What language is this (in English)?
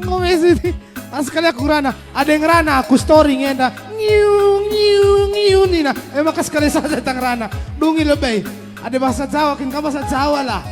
Batak Karo